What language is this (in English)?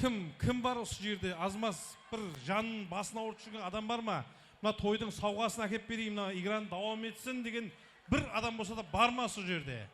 Kara-Kalpak